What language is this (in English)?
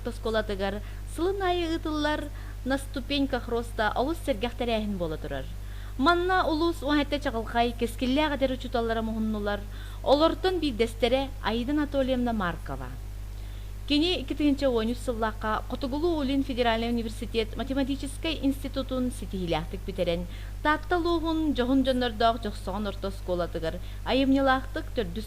Yakut